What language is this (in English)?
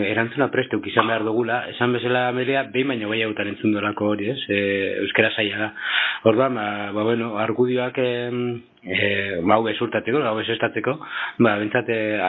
Basque